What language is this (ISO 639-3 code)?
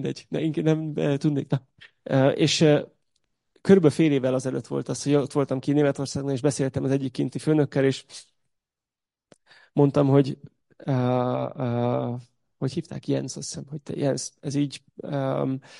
hun